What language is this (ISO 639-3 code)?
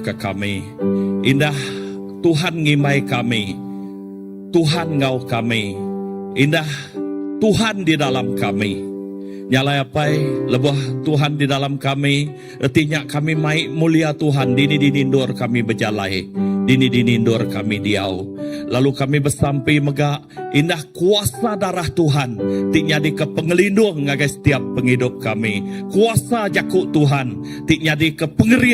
iba